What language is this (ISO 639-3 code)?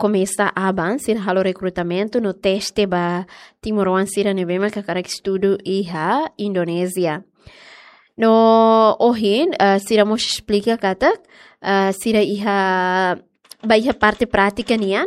tet